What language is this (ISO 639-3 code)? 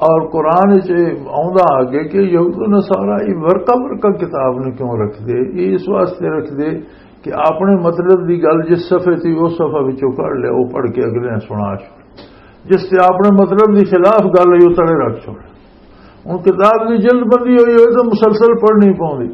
lah